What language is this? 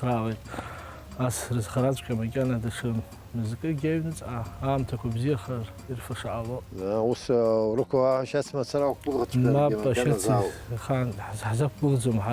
Abkhazian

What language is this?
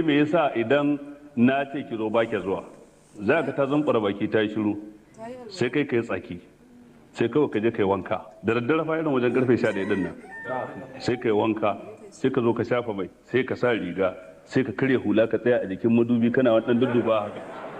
Hausa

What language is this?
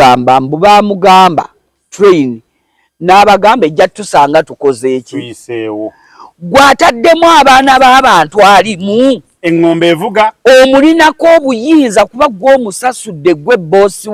Ganda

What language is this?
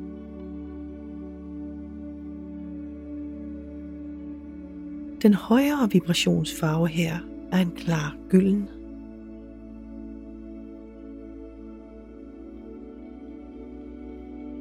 Danish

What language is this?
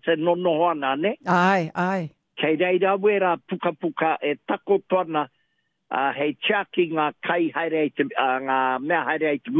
Māori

